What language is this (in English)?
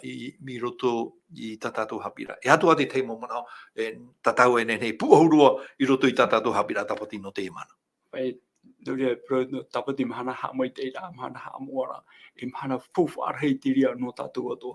Tahitian